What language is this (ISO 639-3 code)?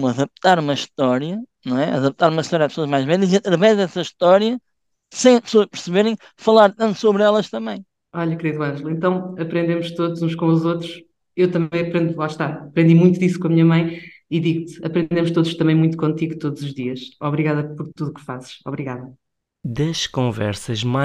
por